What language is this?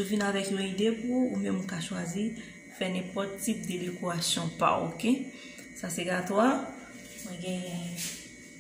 Haitian Creole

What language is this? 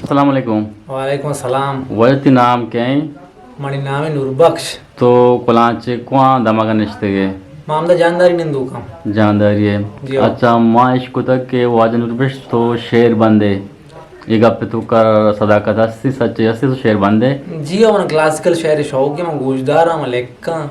Eastern Balochi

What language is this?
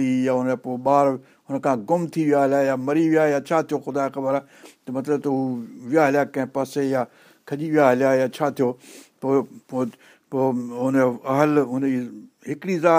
Sindhi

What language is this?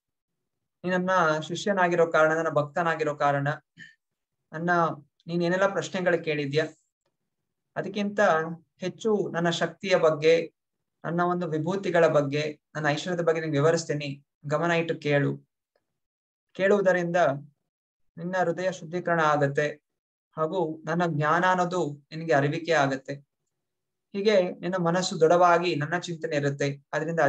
Kannada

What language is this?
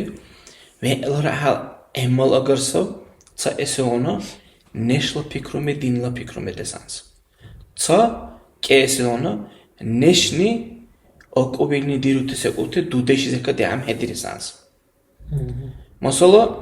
Dargwa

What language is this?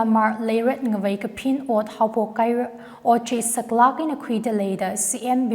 Tangkhul Naga (India)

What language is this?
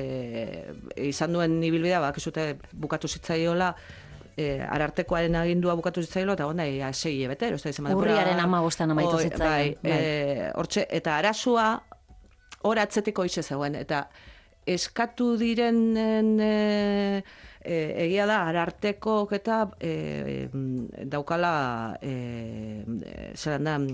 Basque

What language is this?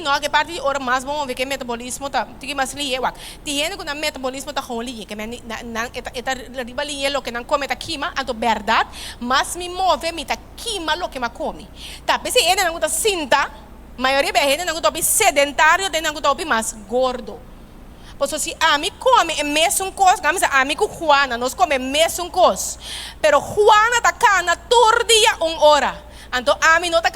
Papiamento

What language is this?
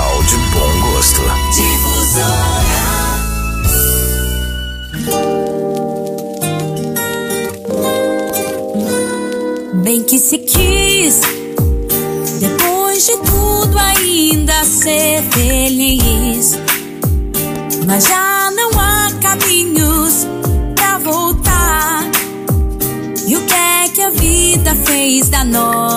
Portuguese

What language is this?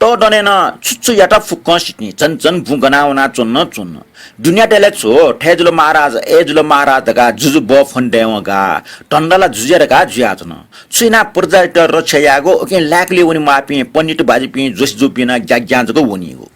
Newari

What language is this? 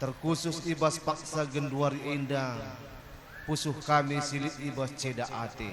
Batak Karo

